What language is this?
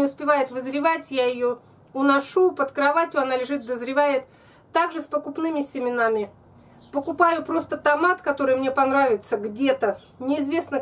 Russian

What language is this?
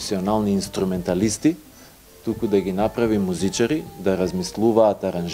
Macedonian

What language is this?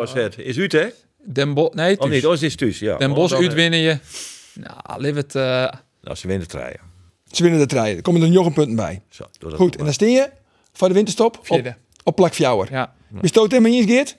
Western Frisian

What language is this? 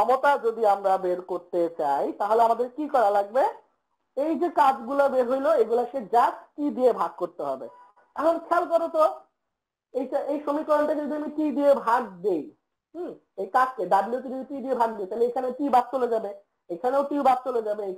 Bangla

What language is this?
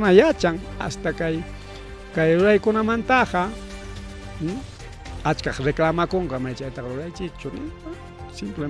Ayacucho Quechua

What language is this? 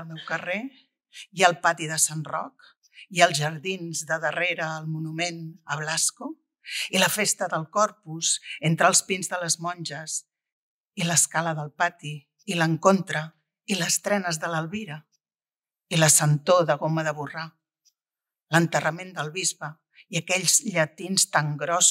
Catalan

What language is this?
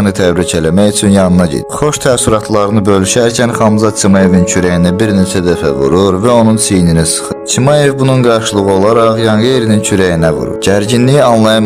Azerbaijani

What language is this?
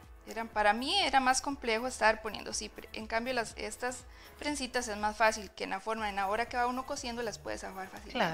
Spanish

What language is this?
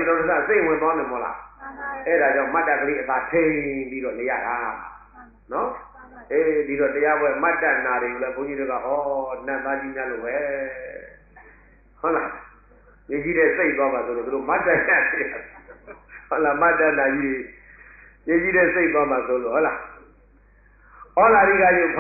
Burmese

